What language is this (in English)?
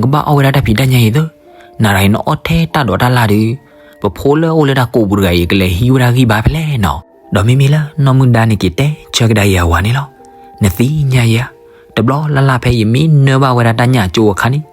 S'gaw Karen